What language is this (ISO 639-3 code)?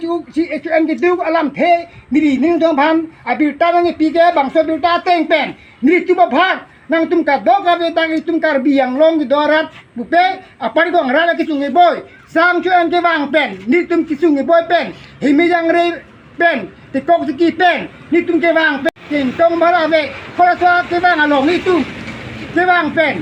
mjw